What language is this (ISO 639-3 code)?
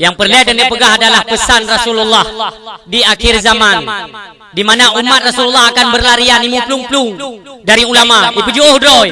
ace